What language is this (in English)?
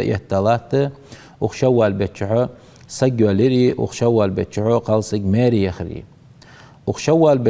Ingush